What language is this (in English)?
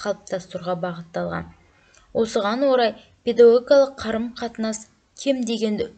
Kazakh